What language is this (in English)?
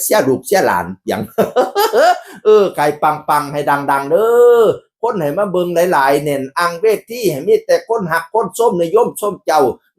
Northeastern Thai